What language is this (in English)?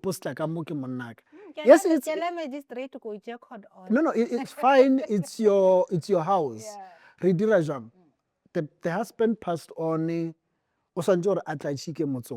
Northern Sotho